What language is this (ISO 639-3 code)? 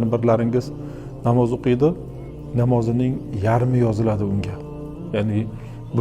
uzb